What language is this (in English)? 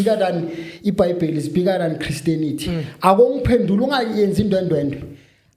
Zulu